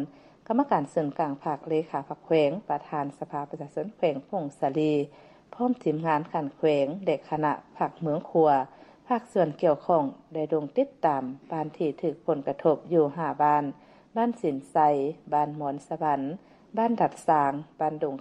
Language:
Lao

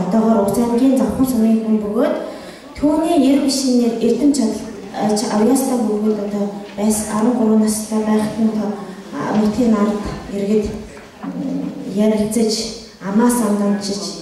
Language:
Mongolian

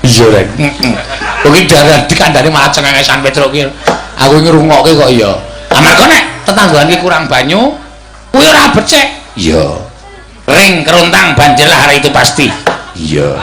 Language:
Javanese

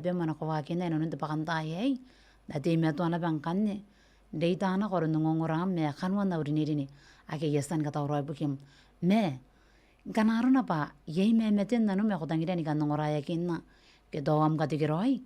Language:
Gilbertese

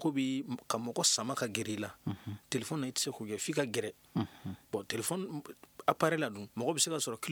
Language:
Bambara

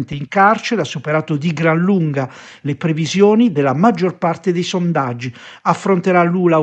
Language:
Italian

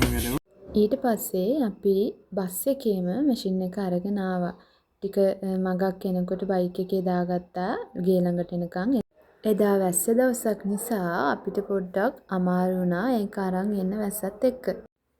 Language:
Sinhala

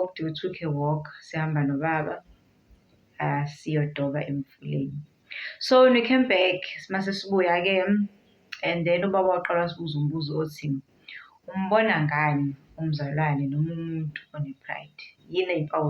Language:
Zulu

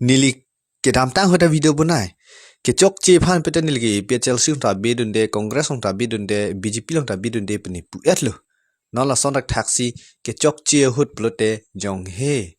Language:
Karbi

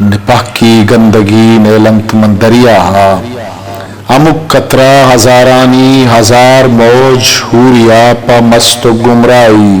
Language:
Eastern Balochi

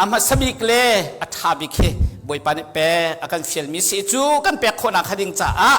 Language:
Hakha Chin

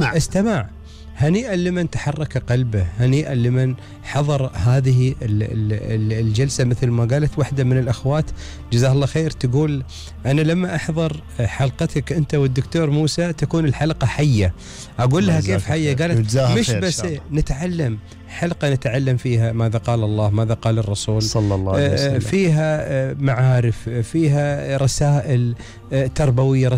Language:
Gulf Arabic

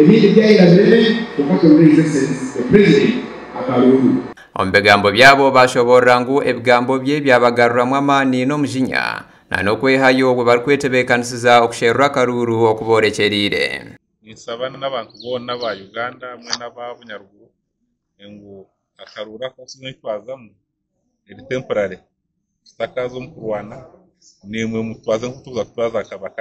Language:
Nyankole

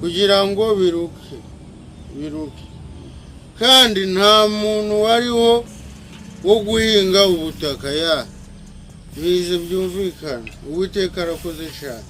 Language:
Kinyarwanda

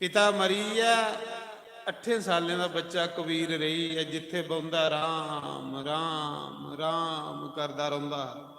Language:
Dogri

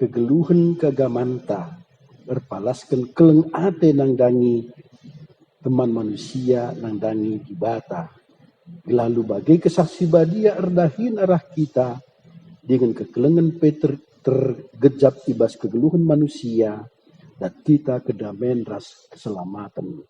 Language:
Batak Karo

